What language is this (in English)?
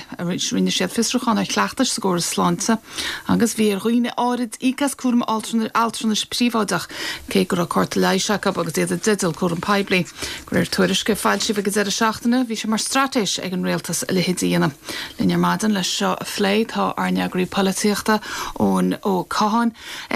Irish